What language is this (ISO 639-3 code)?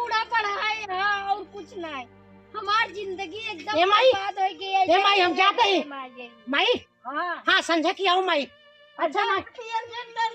awa